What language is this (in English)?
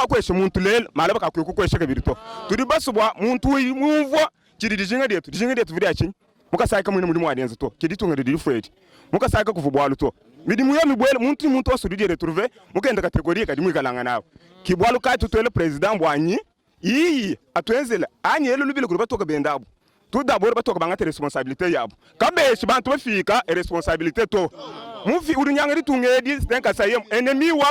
Luba-Lulua